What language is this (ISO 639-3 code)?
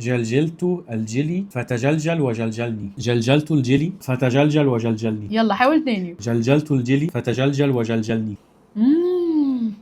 arz